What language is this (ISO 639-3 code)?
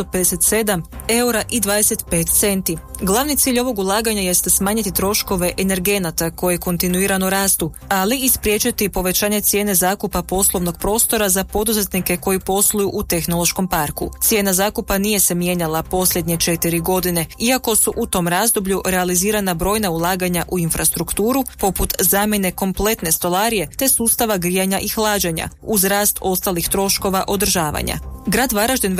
hrv